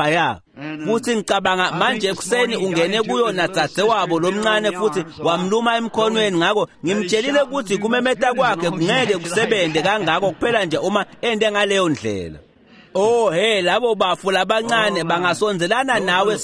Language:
Swati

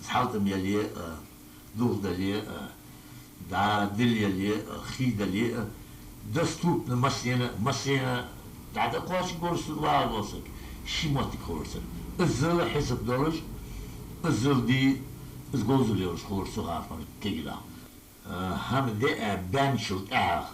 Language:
Ingush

